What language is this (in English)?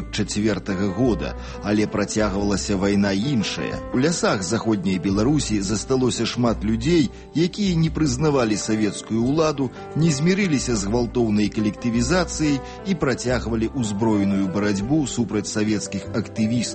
Belarusian